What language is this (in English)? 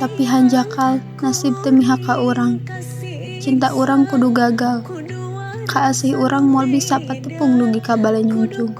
Sundanese